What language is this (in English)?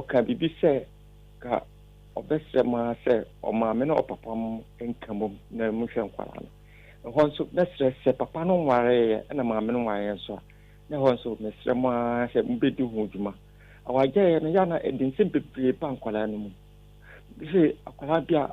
Akan